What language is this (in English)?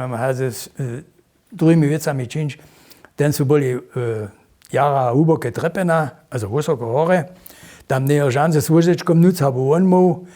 Upper Sorbian